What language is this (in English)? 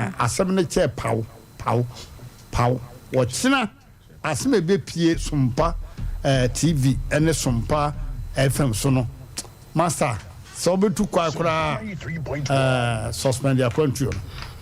Akan